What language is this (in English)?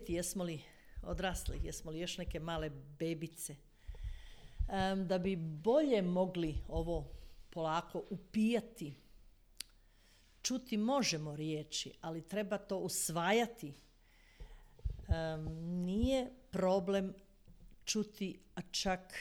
Croatian